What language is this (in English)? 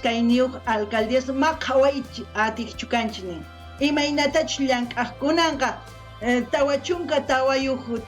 South Bolivian Quechua